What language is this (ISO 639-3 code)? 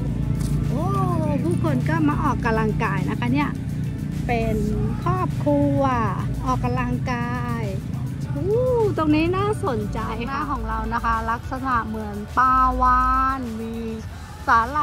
tha